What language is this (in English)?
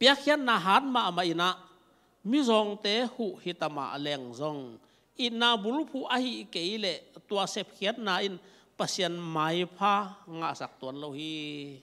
Tedim Chin